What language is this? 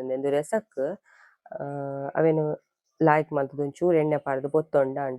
Tulu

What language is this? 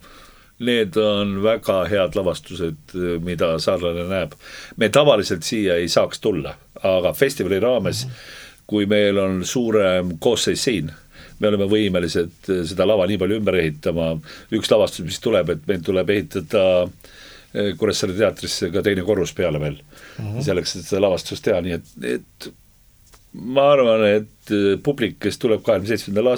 Estonian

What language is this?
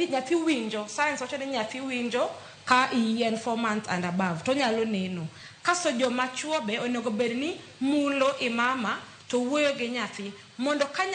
Luo (Kenya and Tanzania)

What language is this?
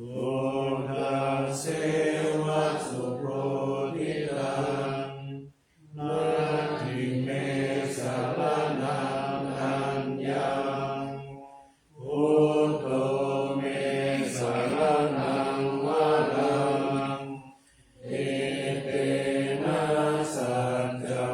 Pali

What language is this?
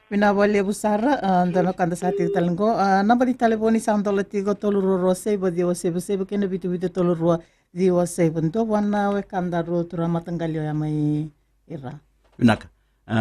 Fijian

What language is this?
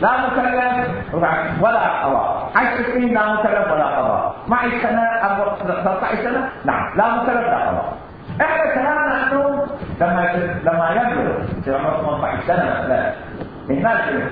Mesopotamian Arabic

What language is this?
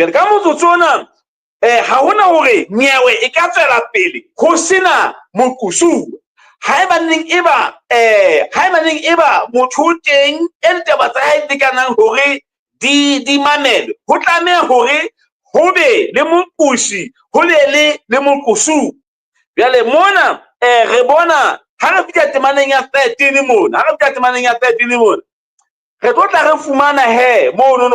Southern Sotho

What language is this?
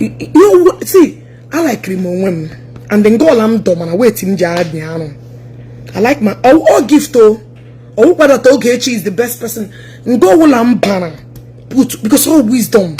Igbo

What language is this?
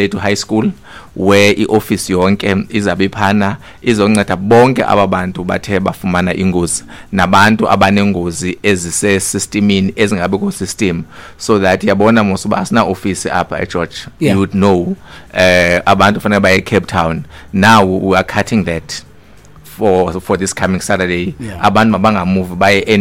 Xhosa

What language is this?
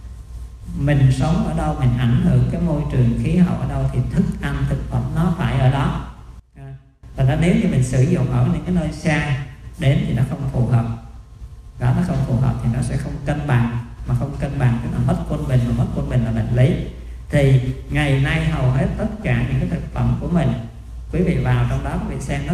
Vietnamese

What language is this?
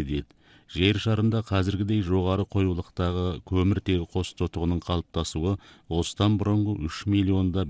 Kazakh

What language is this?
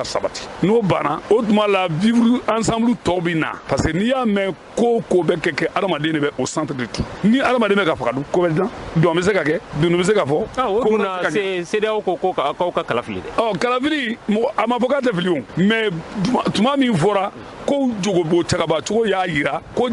Bambara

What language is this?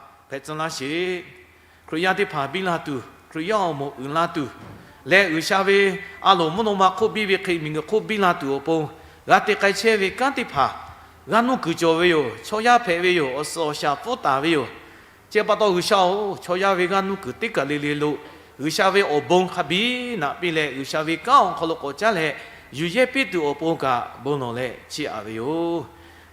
Lahu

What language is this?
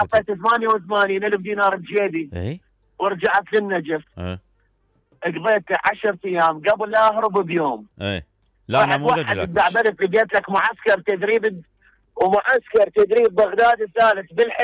Mesopotamian Arabic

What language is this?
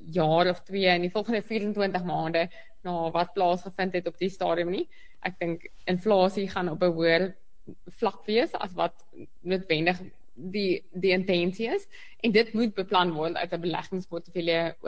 Afrikaans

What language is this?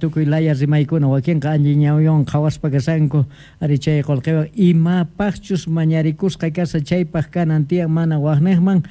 South Bolivian Quechua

